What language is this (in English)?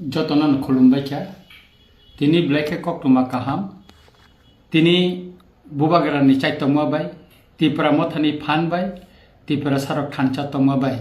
Kok Borok